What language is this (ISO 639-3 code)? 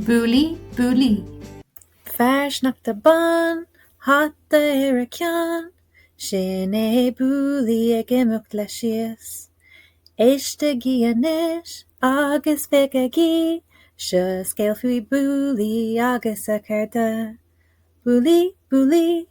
gle